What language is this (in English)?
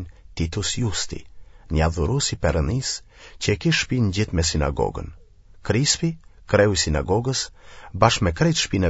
Albanian